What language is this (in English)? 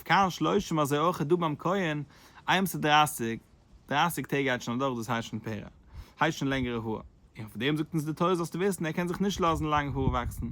Yiddish